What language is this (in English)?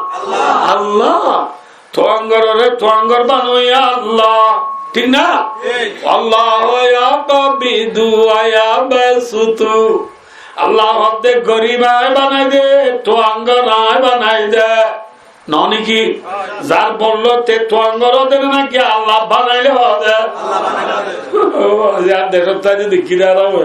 Rohingya